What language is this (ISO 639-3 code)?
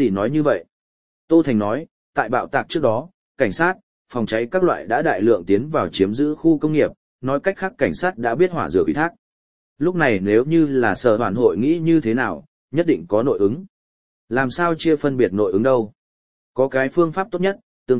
vie